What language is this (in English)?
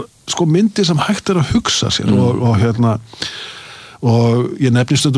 Icelandic